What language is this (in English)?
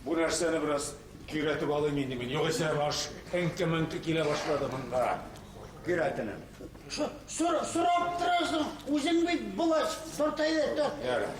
Tatar